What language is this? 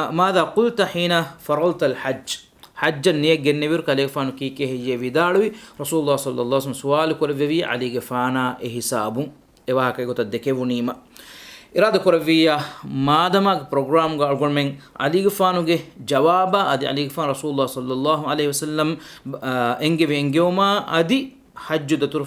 Divehi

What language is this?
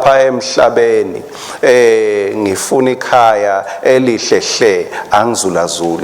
Swati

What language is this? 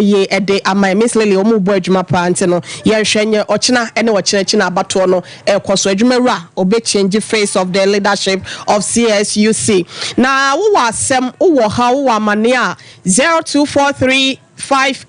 Akan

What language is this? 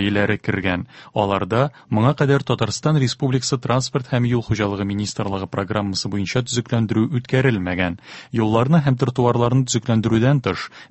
Tatar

